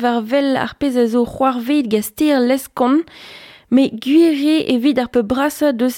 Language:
Breton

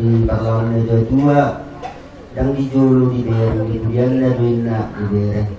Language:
Batak Toba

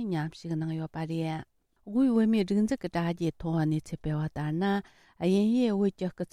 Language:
Tibetan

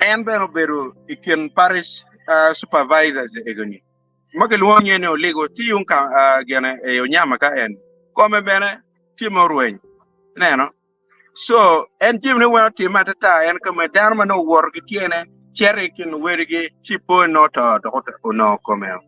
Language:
Acoli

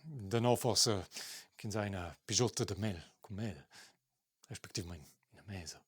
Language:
Romansh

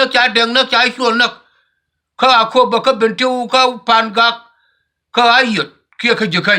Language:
Nuer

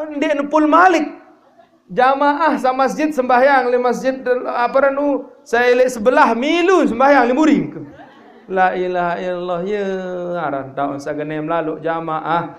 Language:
Sasak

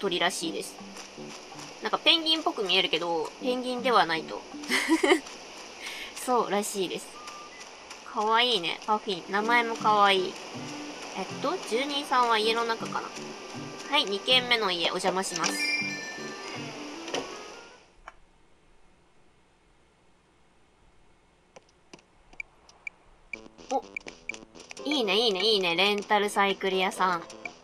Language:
Japanese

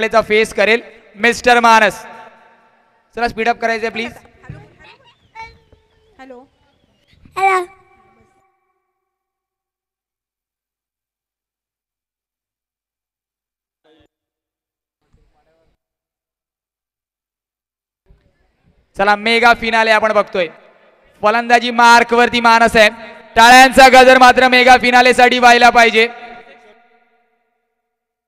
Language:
Marathi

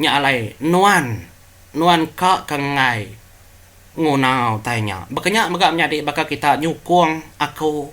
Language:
Iban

